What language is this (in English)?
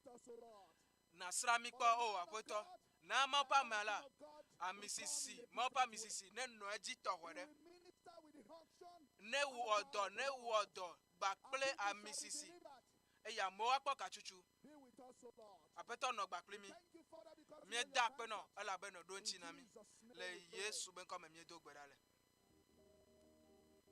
Ewe